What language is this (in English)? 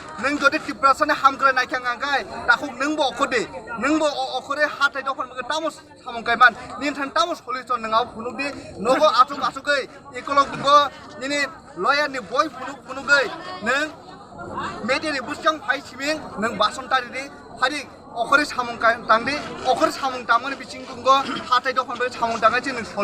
Kok Borok